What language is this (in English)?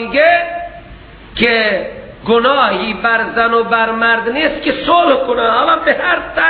Persian